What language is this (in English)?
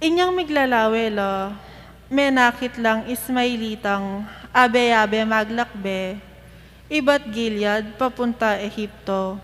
Pampanga